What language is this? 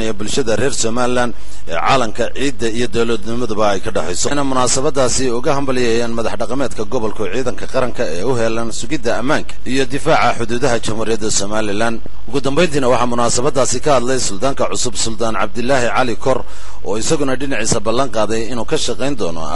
Somali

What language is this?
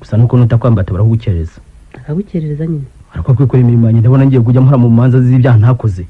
Kinyarwanda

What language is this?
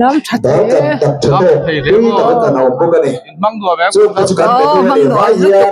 Mizo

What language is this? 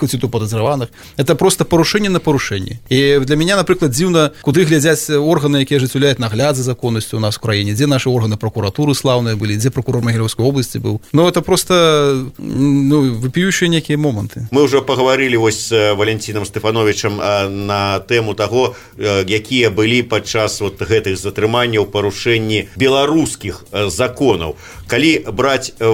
Belarusian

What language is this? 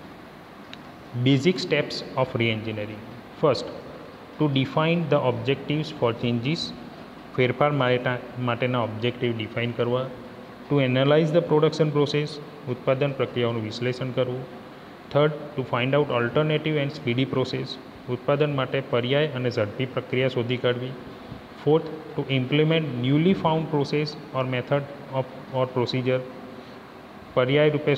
Gujarati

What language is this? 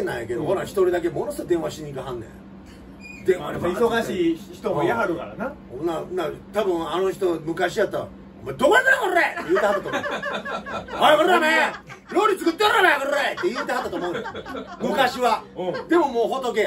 Japanese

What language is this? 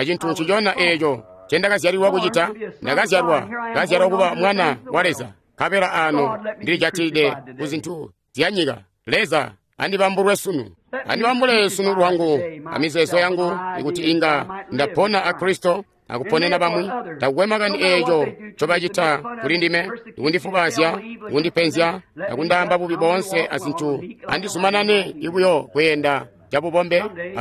Tonga (Zambia)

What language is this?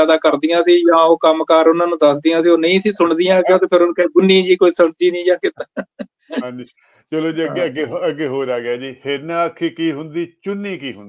Punjabi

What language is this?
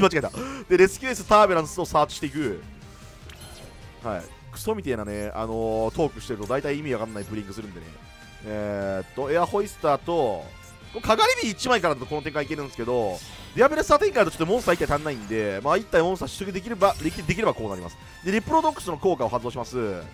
Japanese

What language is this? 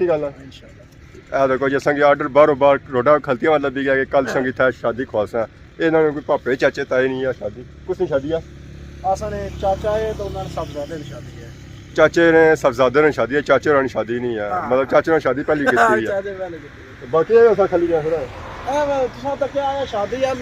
Pahari-Potwari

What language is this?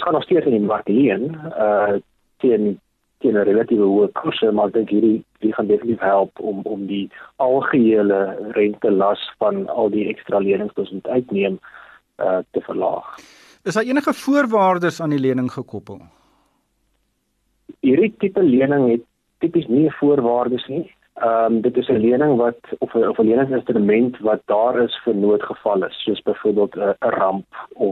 Afrikaans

